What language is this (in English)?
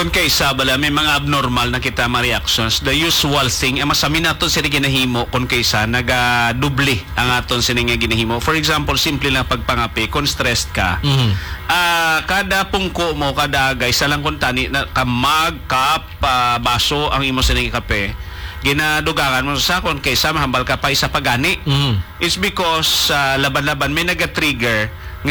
Hiligaynon